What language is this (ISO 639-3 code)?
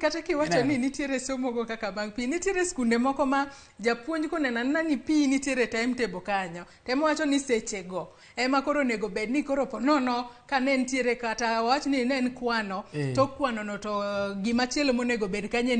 luo